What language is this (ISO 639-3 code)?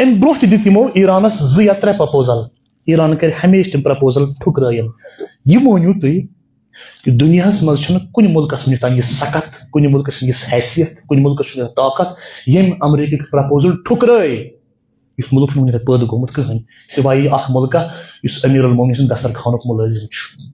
kas